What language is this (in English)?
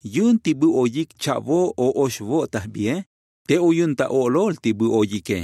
Tzotzil